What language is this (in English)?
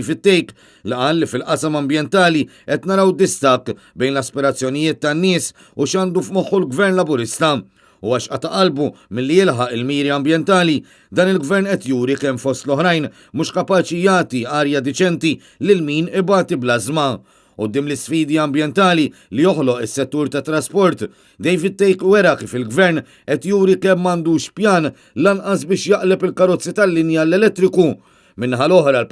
Maltese